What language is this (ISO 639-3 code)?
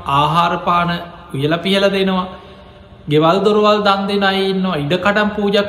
sin